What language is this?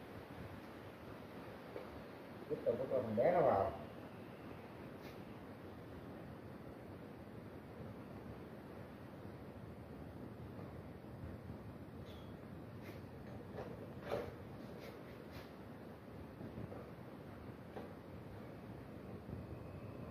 Vietnamese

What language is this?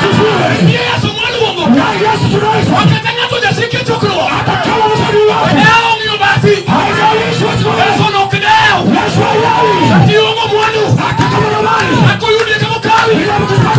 Luo (Kenya and Tanzania)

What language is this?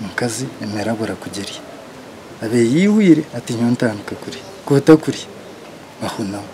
Nyankole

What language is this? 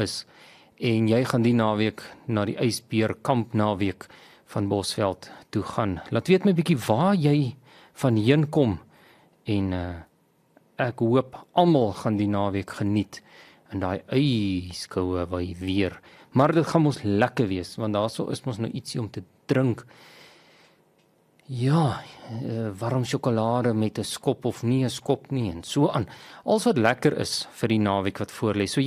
Afrikaans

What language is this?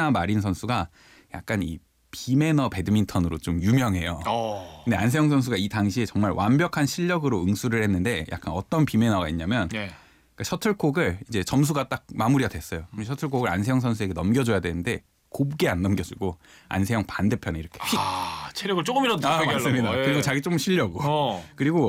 Korean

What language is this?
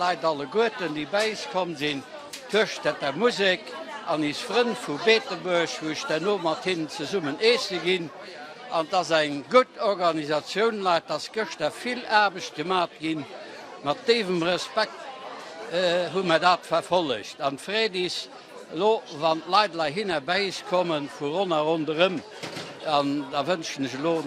Luxembourgish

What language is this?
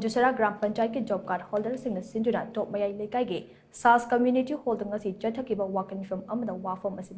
Manipuri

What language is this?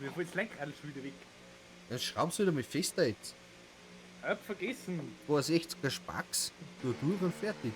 Bavarian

